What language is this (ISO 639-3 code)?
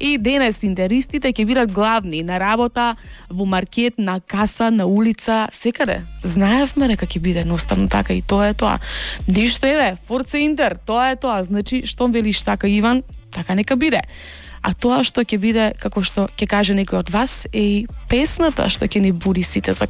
mkd